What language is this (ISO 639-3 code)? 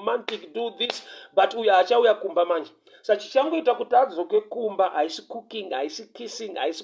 sna